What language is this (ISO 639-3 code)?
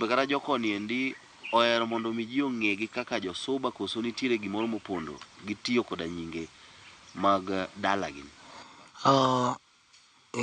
luo